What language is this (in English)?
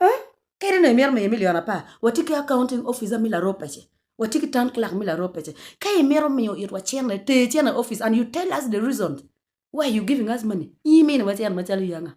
Acoli